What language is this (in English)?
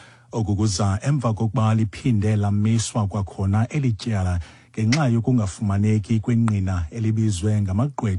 Xhosa